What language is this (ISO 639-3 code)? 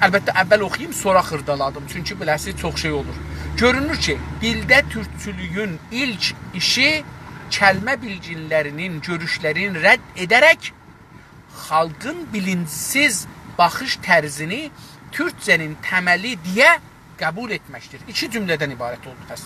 azb